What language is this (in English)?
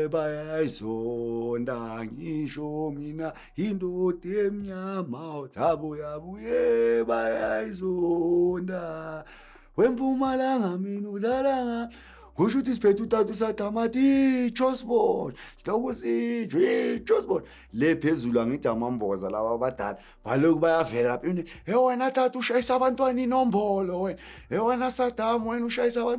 Zulu